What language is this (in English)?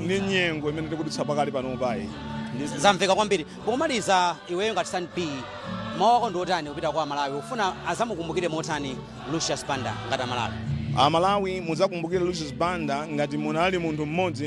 Nyanja